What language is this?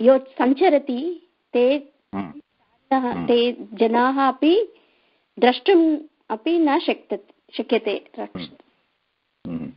Sanskrit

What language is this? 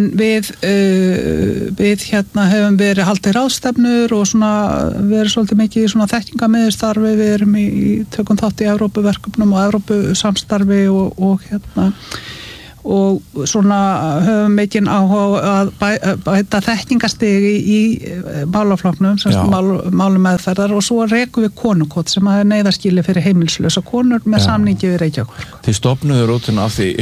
Icelandic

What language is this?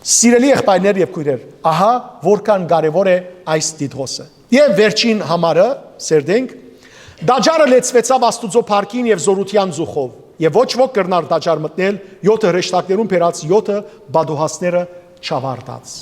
Western Armenian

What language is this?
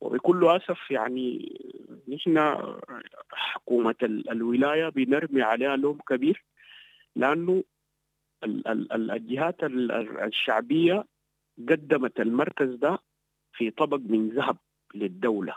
Sudanese Arabic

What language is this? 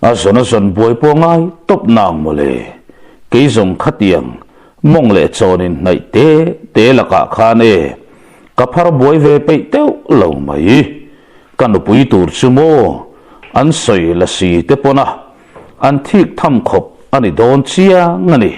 Mizo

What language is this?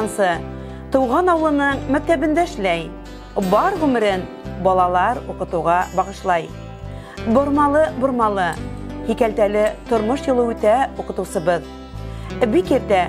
Bashkir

